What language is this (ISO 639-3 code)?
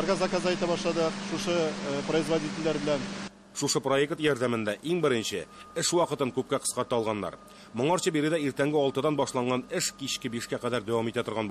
tat